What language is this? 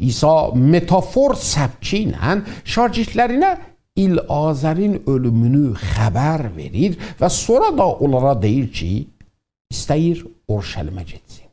South Azerbaijani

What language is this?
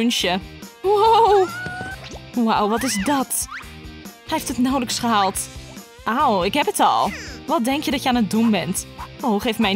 Dutch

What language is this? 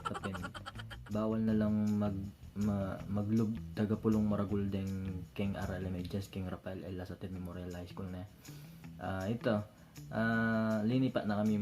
Pampanga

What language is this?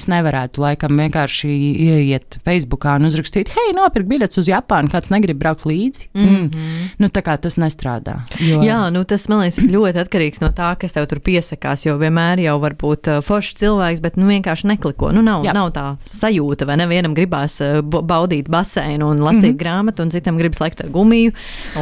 Latvian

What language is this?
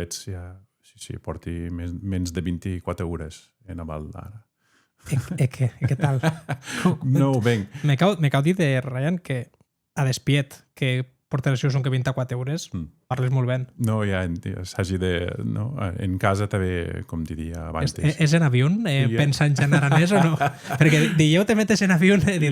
Occitan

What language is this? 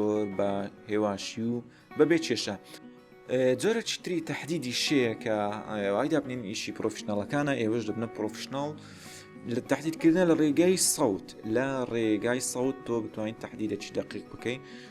Central Kurdish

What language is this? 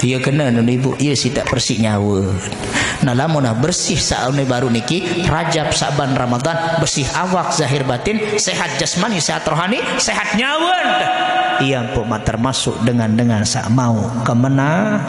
Sasak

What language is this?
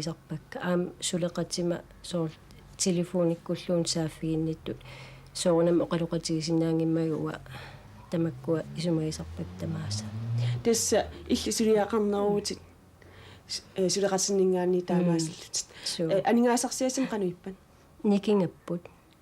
Kalaallisut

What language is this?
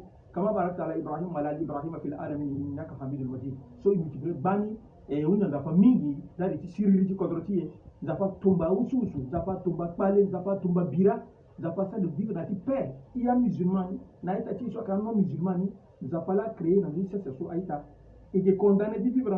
Sango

